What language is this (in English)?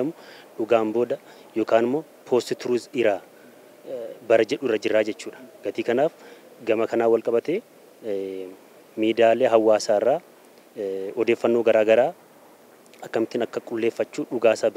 Oromo